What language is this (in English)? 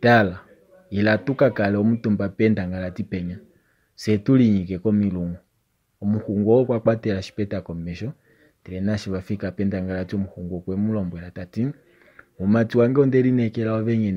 Kuanyama